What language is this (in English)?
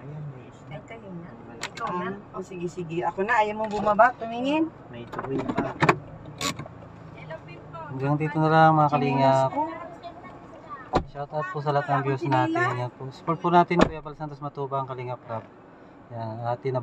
Filipino